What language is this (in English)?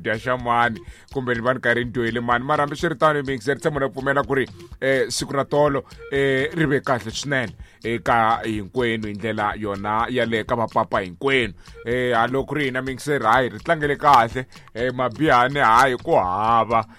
Tsonga